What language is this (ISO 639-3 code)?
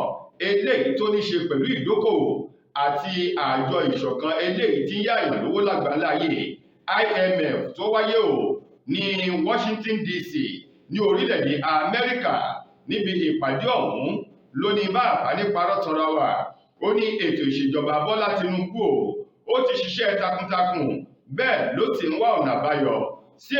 yor